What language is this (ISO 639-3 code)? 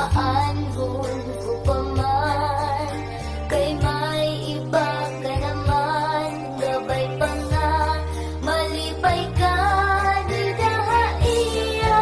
war